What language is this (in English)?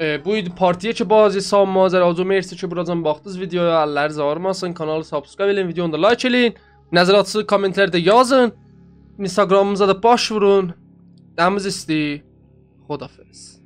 South Azerbaijani